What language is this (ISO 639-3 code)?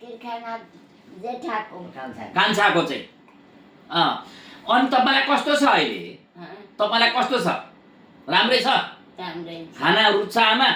nep